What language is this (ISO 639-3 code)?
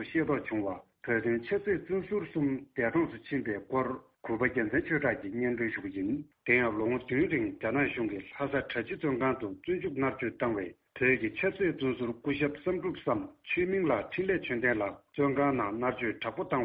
bod